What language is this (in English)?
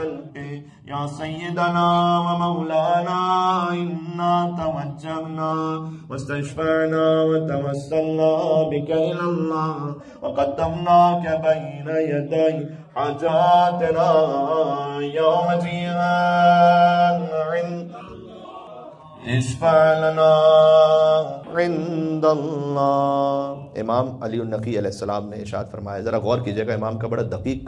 Urdu